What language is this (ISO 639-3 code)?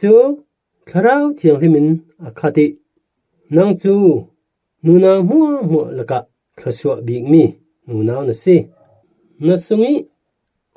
cfm